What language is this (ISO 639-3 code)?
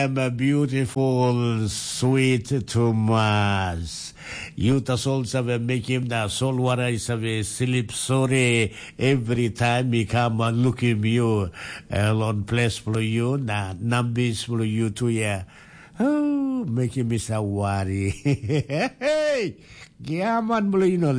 tpi